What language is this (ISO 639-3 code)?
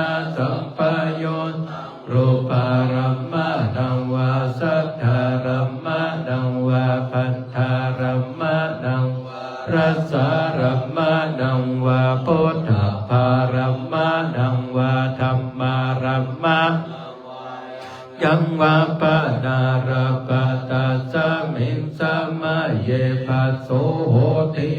pli